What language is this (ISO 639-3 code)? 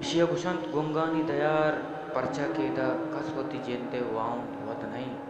bal